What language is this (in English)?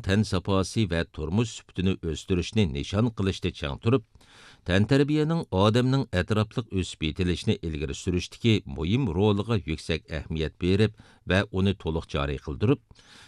Uyghur